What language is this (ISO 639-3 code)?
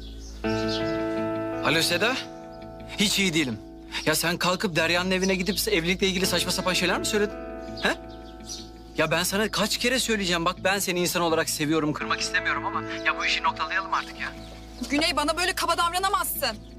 tur